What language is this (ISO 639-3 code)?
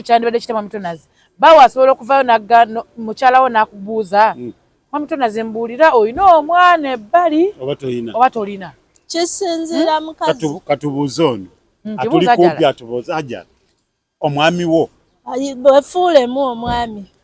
lug